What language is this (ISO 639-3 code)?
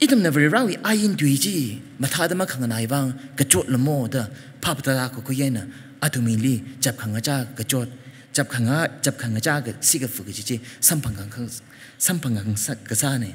nmf